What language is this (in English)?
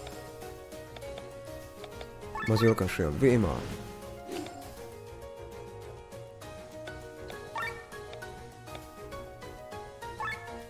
German